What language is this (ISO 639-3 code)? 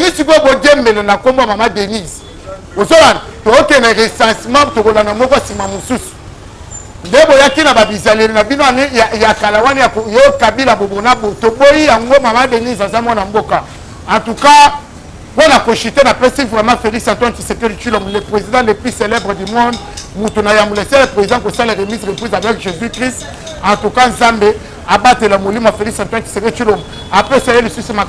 lin